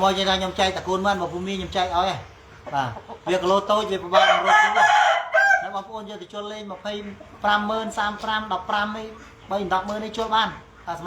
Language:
Khmer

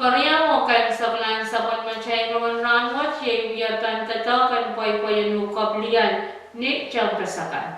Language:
Pohnpeian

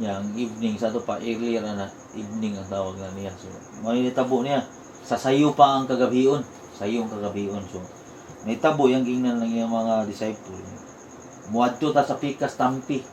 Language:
Cebuano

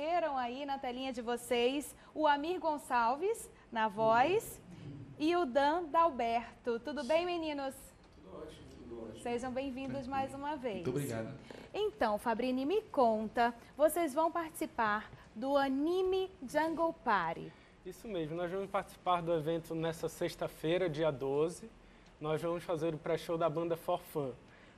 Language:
Portuguese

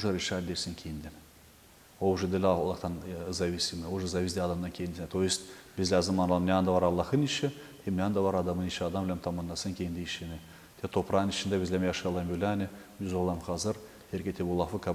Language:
Gagauz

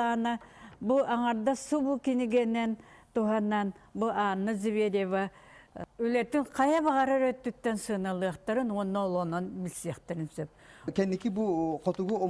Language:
Yakut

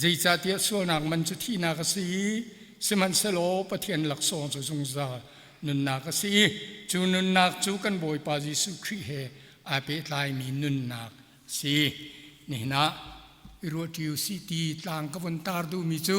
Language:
Hakha Chin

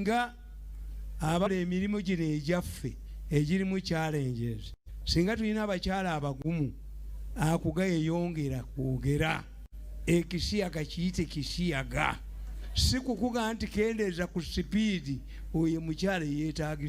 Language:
Ganda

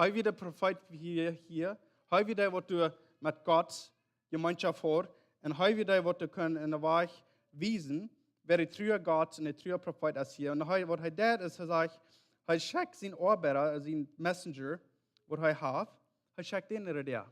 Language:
Plautdietsch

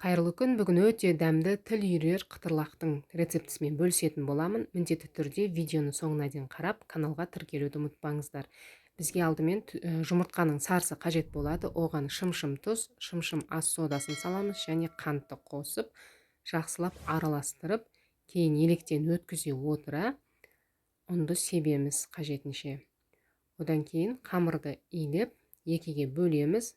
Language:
Kazakh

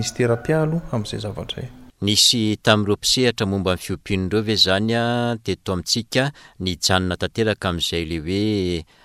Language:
Malagasy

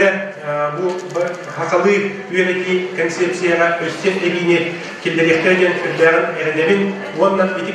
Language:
Yakut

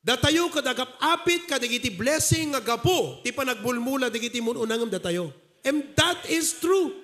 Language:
Iloko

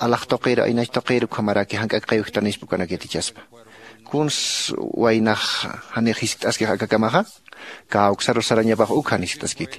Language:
Aymara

